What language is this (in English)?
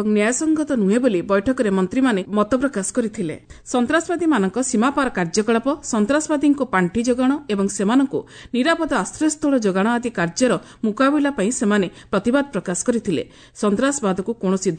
Odia